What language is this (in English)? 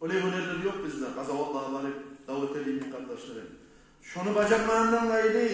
Kumyk